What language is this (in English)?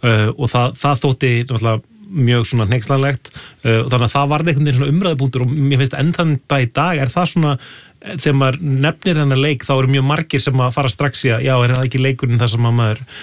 Icelandic